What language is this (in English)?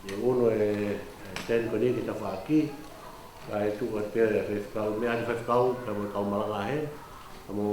Tongan